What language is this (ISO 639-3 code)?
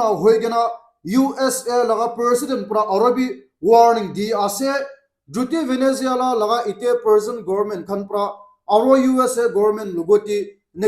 nag